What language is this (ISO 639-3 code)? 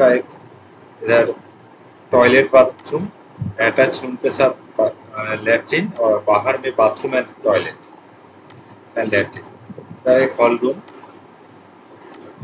hin